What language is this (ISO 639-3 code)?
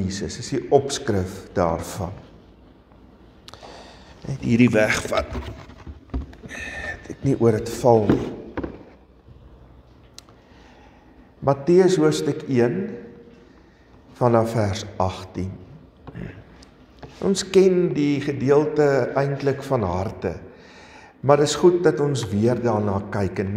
afr